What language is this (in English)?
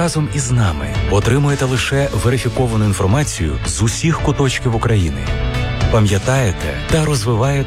Ukrainian